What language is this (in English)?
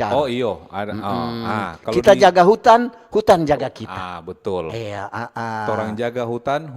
Manado Malay